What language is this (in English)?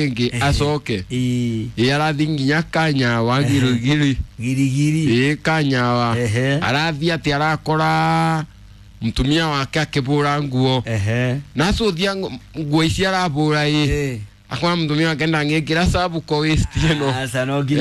Kikuyu